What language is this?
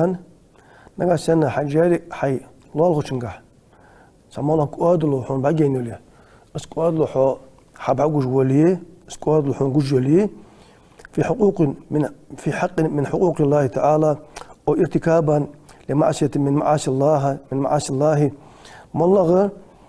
Ingush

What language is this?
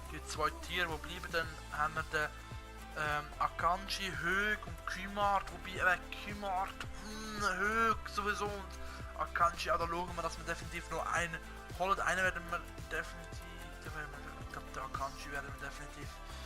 Swiss German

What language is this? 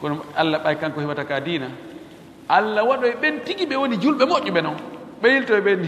Pular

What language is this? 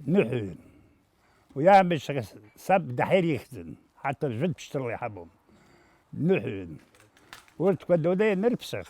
Abkhazian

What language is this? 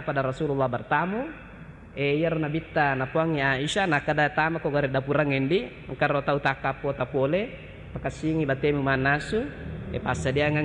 Buginese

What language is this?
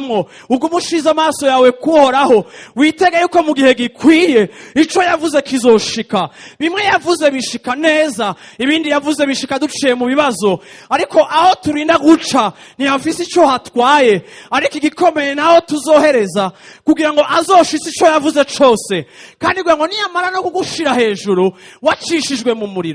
Rundi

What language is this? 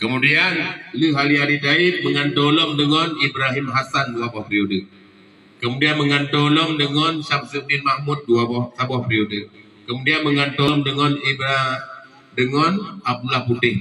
Achinese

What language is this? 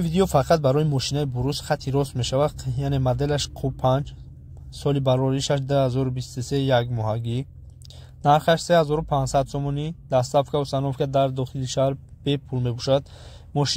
Tajik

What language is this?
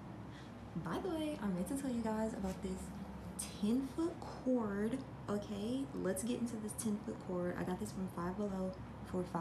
English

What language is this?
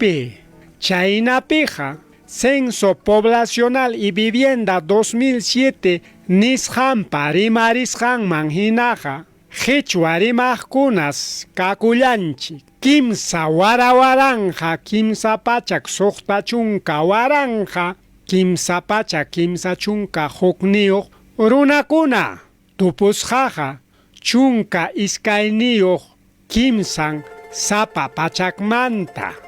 Ayacucho Quechua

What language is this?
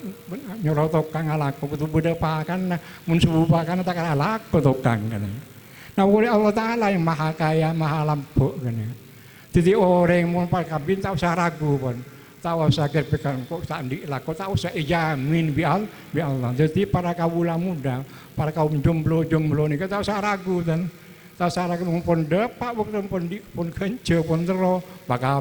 Madurese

